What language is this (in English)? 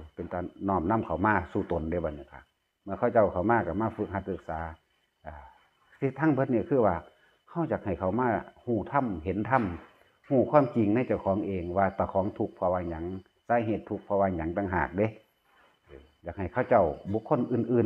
Lao